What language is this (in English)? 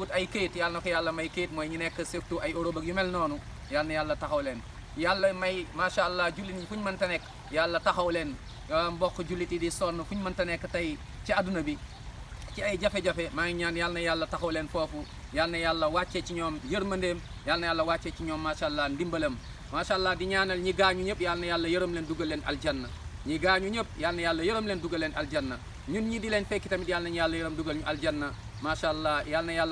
Wolof